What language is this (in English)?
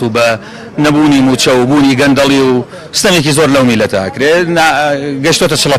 Central Kurdish